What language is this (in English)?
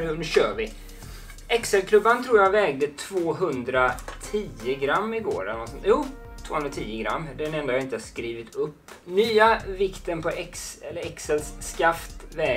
Swedish